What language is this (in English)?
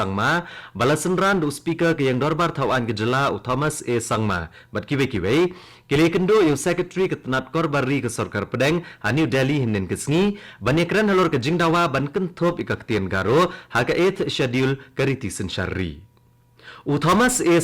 Khasi